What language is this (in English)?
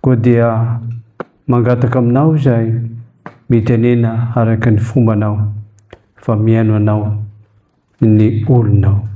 Malagasy